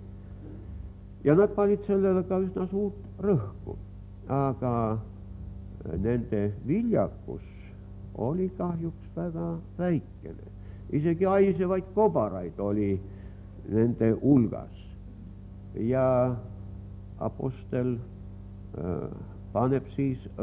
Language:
Estonian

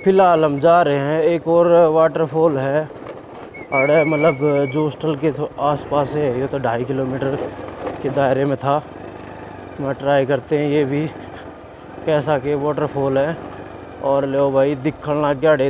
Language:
Haryanvi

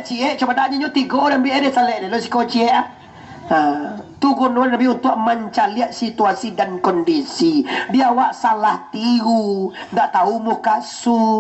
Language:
Minangkabau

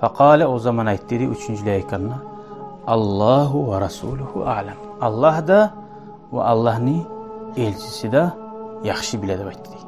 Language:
Kumyk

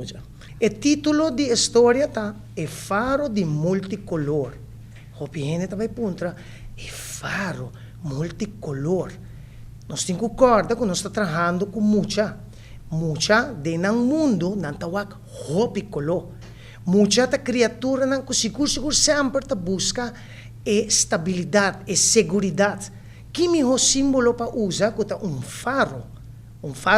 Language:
Papiamento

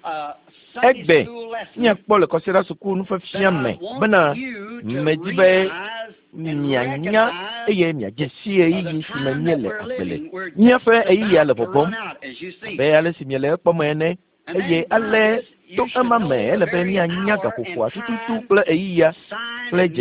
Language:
Ewe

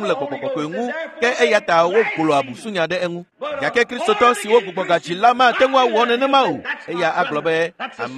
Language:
Ewe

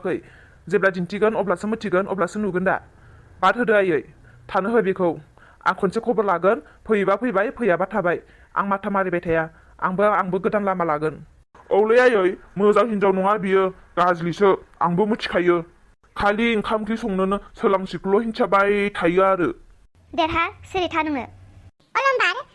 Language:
Bodo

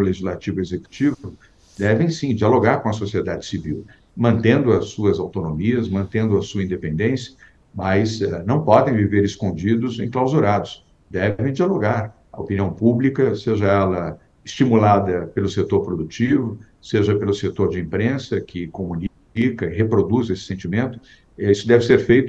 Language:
Portuguese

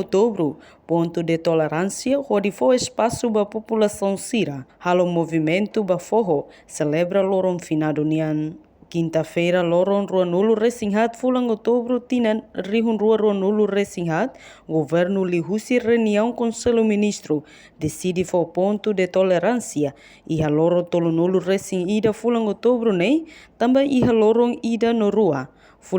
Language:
Tetum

